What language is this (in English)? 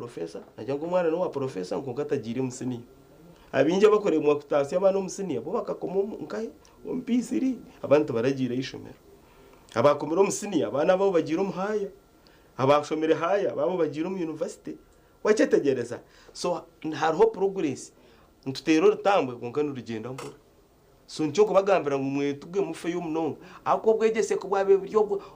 Nyankole